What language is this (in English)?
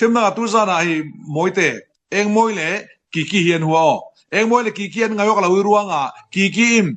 Falam Chin